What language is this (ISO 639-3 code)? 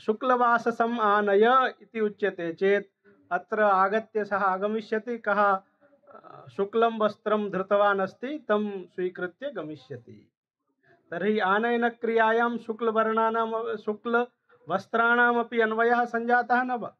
san